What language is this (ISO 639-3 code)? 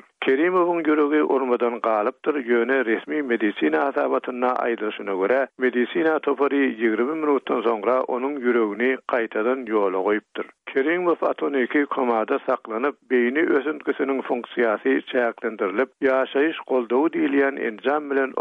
tuk